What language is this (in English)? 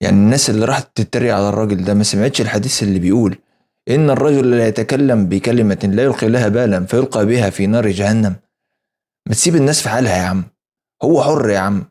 Egyptian Arabic